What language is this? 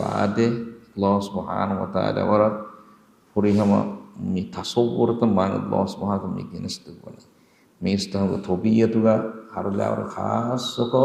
Divehi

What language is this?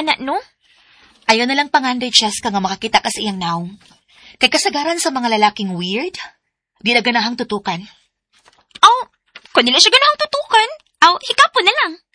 Cebuano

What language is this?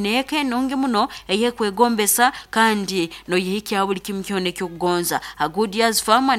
Nyoro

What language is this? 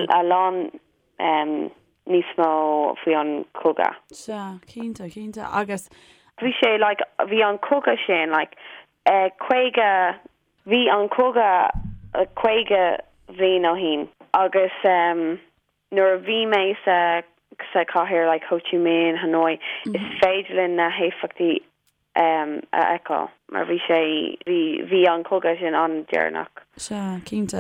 Irish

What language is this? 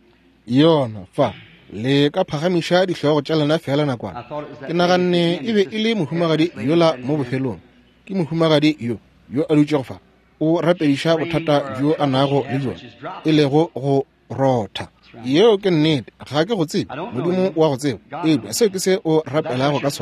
Northern Sotho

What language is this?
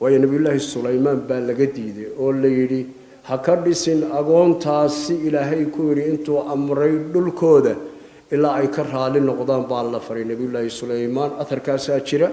Somali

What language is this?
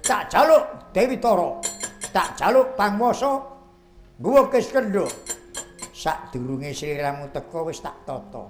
Javanese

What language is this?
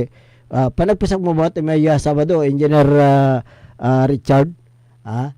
Pangasinan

